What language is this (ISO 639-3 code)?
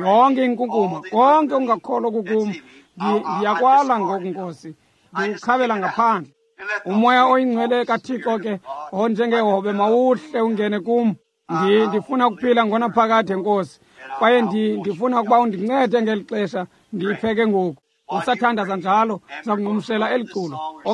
xho